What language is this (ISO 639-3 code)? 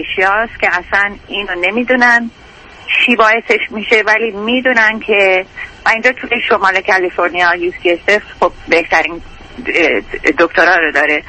fas